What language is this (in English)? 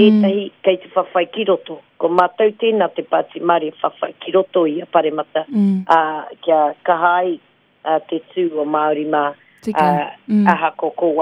Māori